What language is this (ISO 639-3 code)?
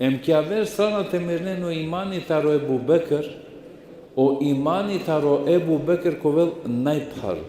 rmn